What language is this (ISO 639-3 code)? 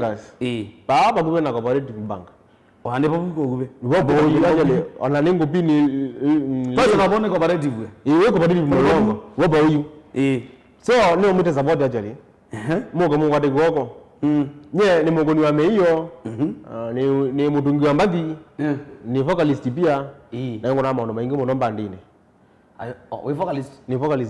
kam